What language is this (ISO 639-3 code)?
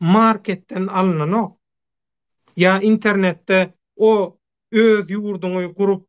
tuk